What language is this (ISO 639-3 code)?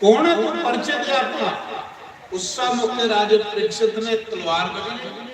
doi